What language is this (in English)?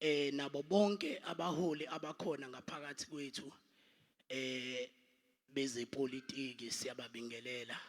Zulu